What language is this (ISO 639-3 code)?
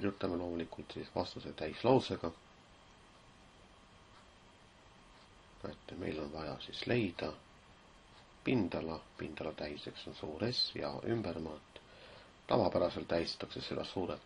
est